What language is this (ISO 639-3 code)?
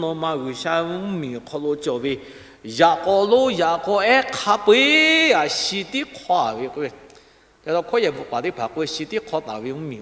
lhu